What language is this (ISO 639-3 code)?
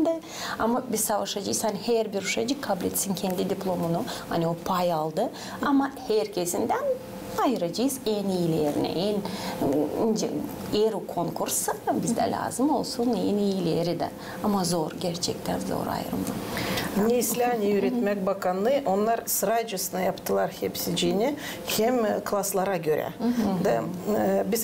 gag